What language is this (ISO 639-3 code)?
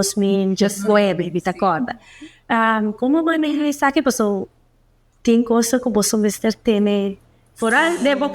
pap